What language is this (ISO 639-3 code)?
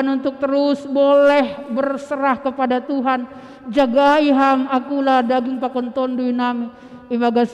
bts